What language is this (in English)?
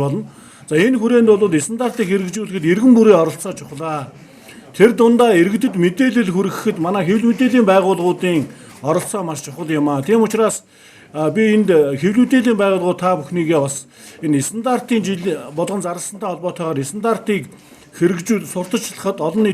Mongolian